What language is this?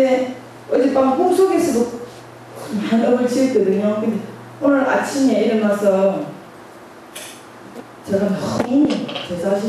Korean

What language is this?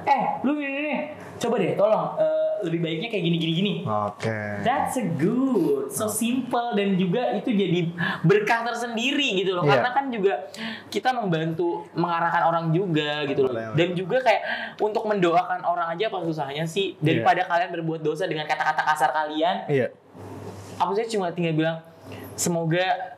Indonesian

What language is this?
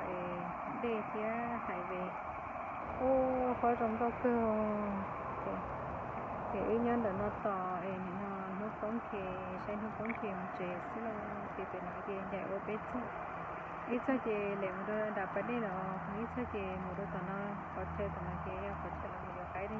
Hmong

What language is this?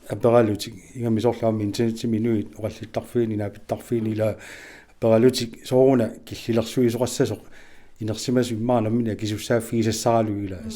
Kalaallisut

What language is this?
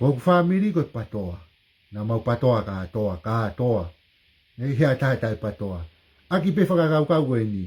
Tongan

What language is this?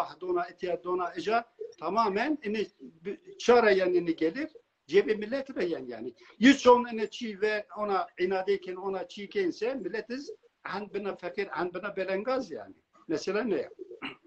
Zaza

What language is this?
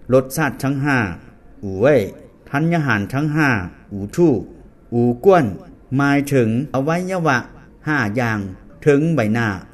Lao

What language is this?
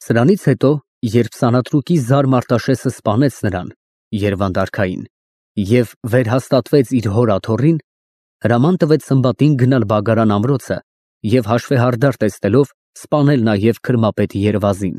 Armenian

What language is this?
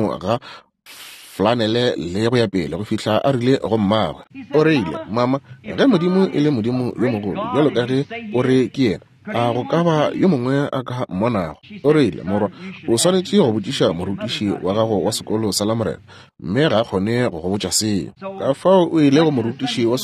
Northern Sotho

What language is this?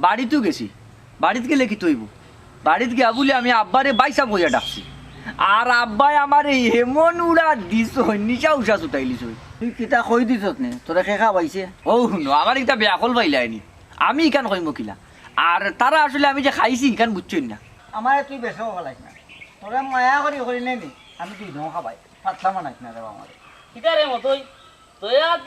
Sylheti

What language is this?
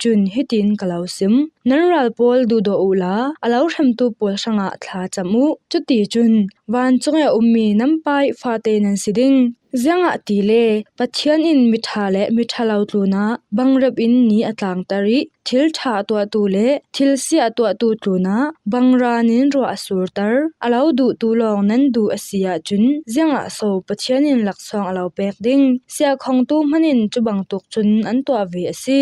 Falam Chin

